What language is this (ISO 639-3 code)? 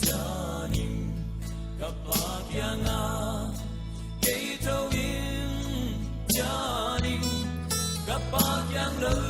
pck